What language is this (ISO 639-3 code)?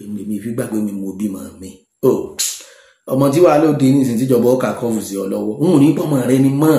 yor